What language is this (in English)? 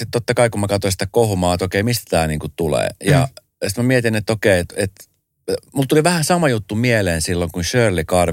Finnish